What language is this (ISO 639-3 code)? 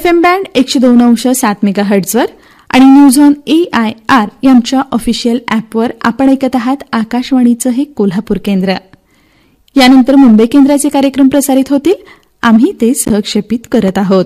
mar